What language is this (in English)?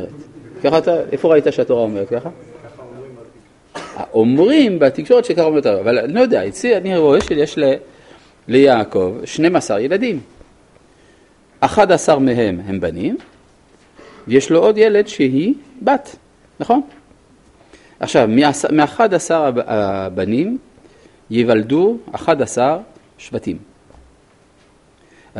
Hebrew